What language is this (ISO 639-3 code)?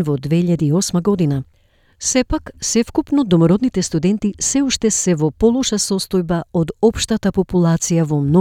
mkd